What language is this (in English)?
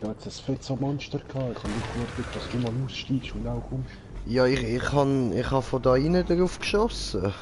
Swiss German